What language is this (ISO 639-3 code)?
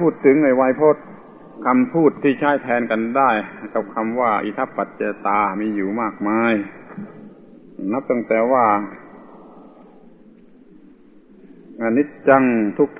tha